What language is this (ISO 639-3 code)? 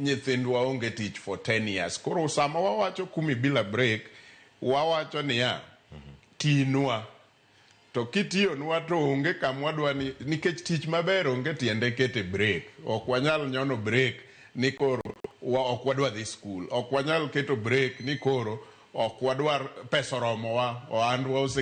luo